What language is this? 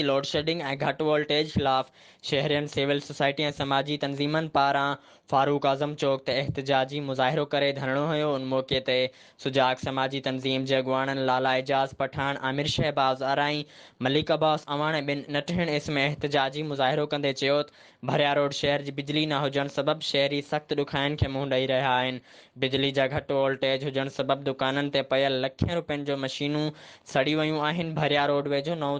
Sindhi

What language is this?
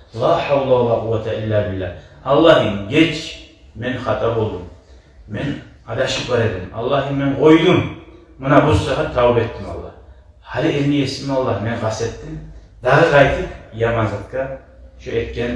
Kumyk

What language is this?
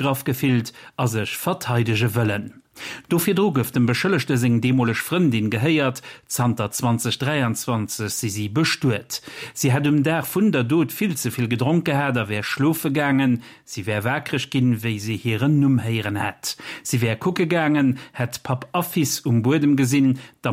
Luxembourgish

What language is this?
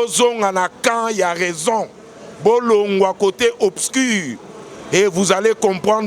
Lingala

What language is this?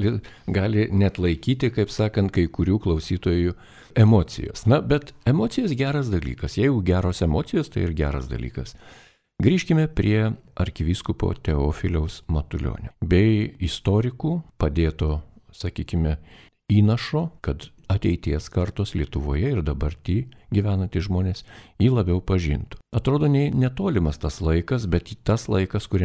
Lithuanian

